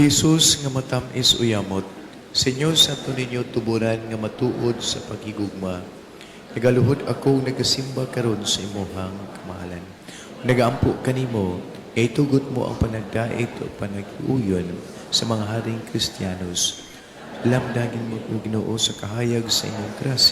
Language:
Cebuano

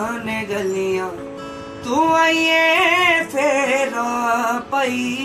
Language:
Dogri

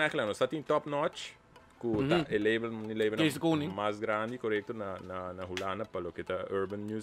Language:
Papiamento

